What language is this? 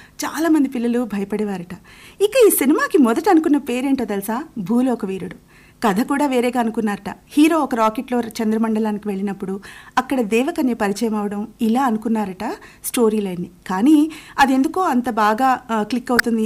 Telugu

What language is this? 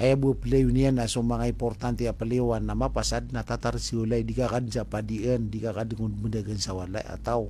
Maranao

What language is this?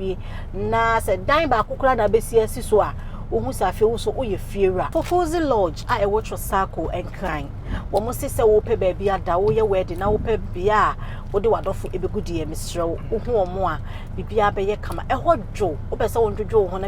Akan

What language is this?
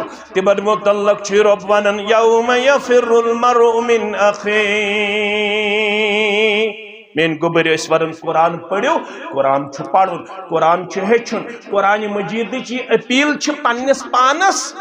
Kashmiri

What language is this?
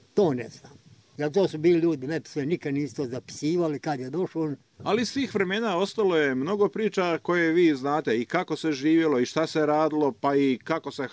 Bosnian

